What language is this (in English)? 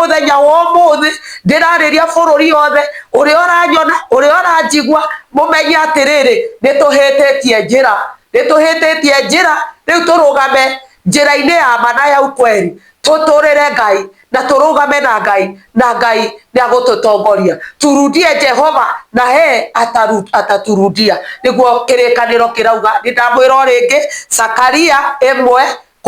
Kikuyu